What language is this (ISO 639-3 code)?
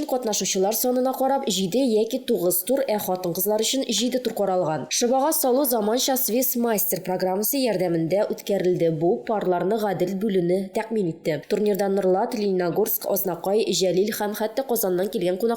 tat